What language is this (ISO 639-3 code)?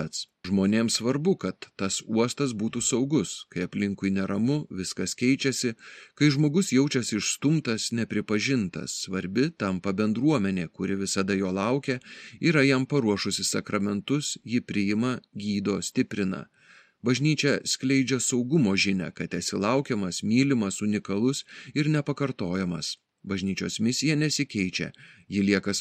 lit